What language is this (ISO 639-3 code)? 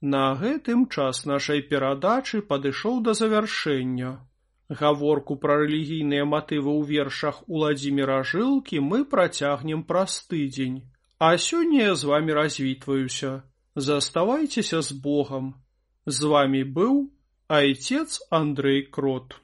bel